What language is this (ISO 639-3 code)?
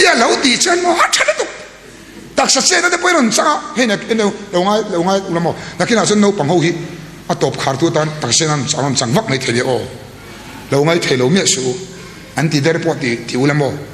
lus